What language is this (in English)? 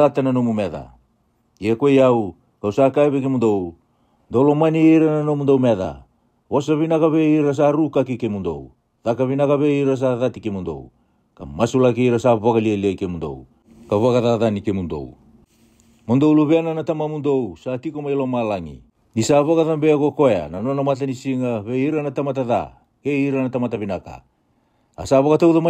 Fijian